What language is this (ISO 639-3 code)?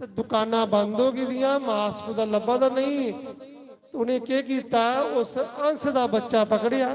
doi